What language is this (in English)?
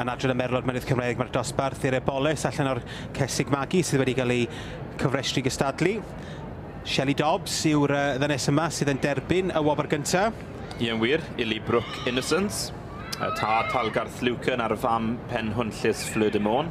Welsh